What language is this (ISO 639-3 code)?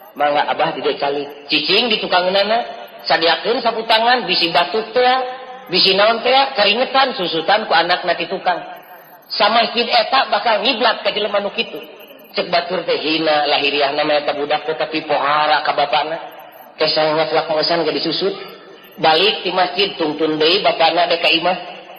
sun